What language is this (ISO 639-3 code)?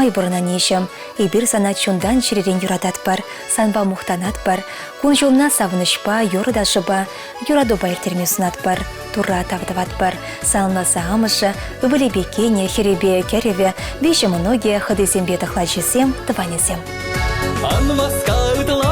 chv